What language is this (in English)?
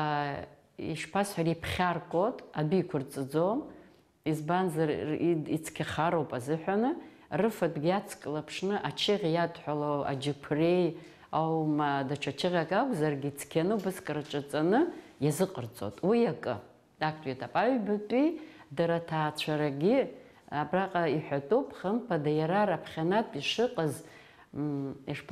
Abkhazian